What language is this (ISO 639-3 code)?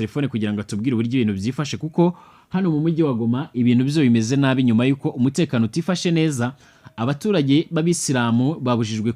kin